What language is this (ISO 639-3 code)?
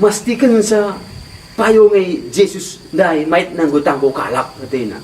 btx